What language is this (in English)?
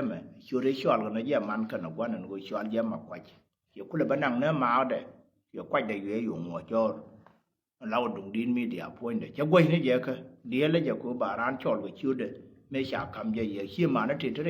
Nuer